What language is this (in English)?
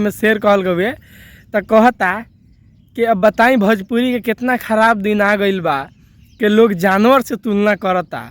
Bhojpuri